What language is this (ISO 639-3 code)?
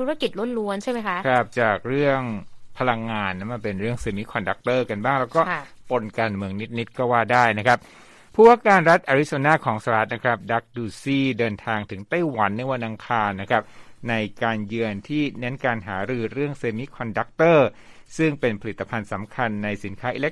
tha